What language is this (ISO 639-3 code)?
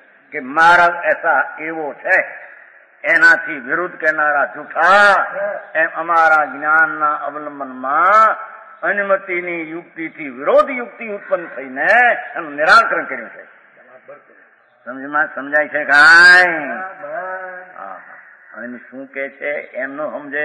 guj